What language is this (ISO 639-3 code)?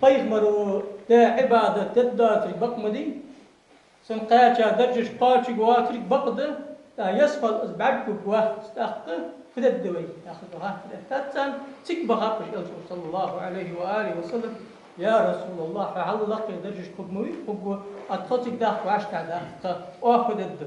inh